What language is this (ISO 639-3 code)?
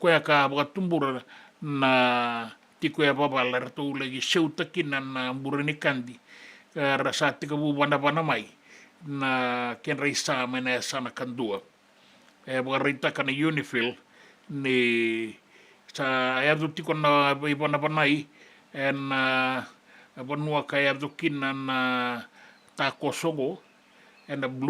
fij